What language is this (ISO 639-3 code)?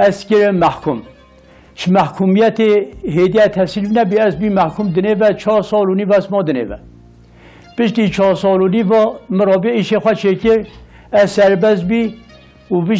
kur